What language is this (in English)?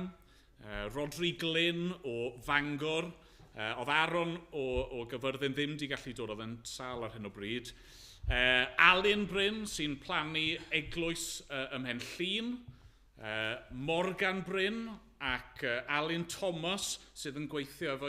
Welsh